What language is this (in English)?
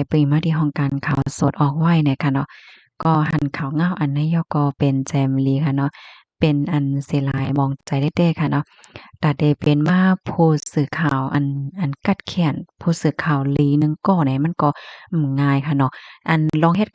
Shan